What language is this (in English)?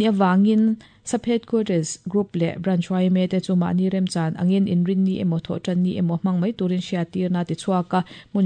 Mizo